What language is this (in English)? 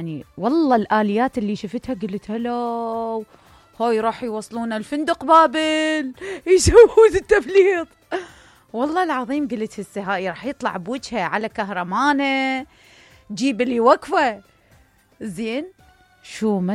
Mesopotamian Arabic